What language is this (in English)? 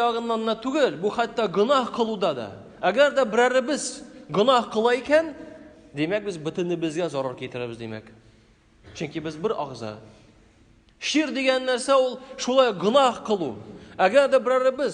Tatar